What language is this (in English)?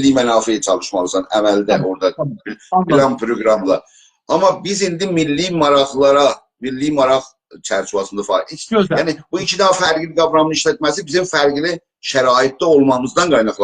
South Azerbaijani